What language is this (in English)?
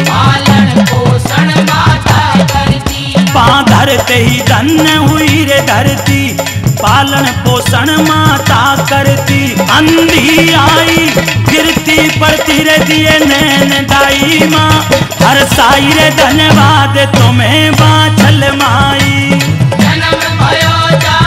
Hindi